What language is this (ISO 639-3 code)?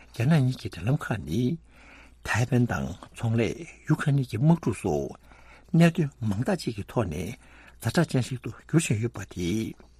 bod